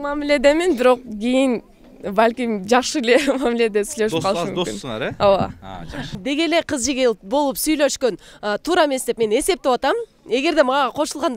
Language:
Kyrgyz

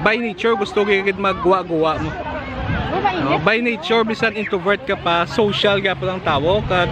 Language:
Hiligaynon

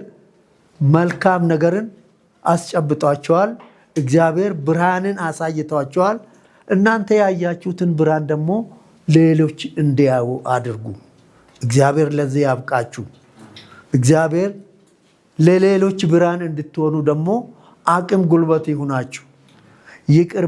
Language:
Amharic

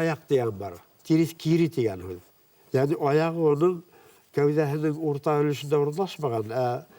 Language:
Bashkir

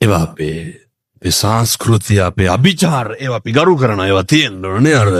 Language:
Sinhala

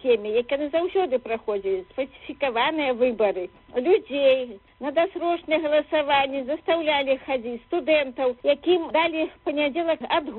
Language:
Belarusian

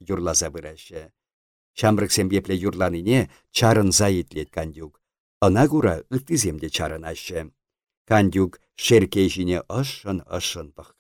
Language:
Chuvash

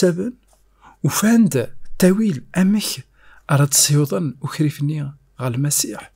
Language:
Kabyle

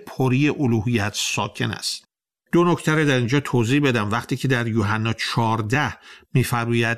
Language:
Persian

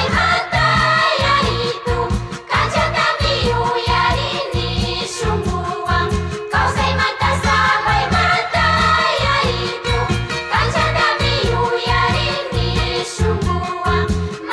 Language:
Chimborazo Highland Quichua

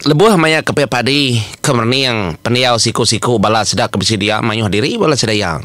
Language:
Iban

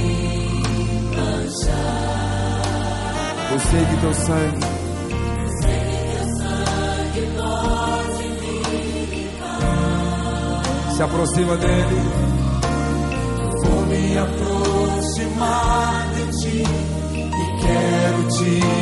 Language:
Portuguese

